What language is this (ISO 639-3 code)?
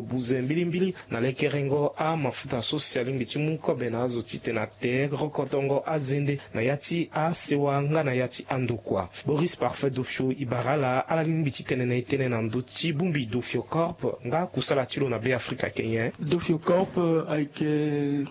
sag